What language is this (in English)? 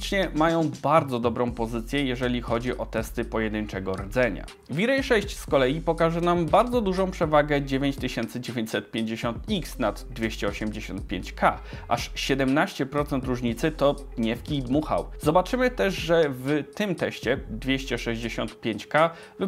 Polish